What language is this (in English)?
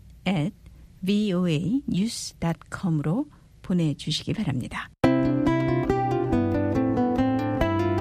Korean